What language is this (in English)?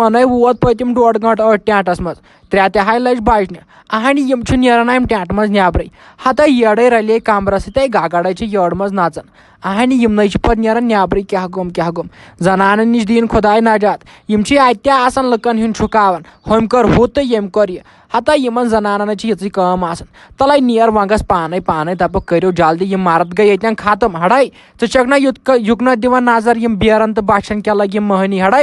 Kashmiri